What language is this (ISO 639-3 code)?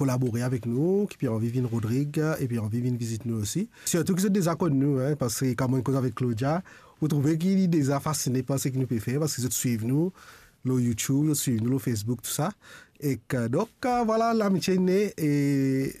mfe